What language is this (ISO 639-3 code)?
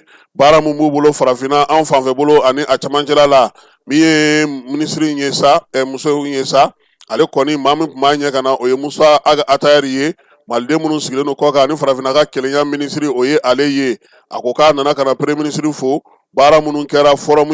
bam